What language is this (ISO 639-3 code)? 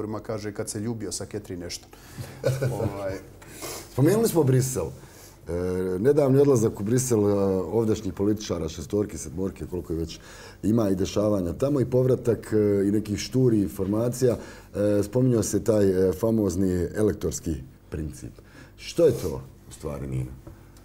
bos